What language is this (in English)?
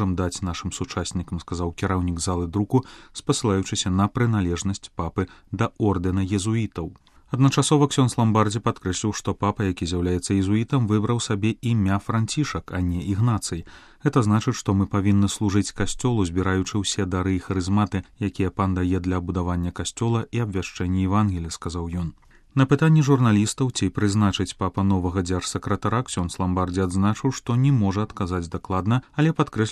Belarusian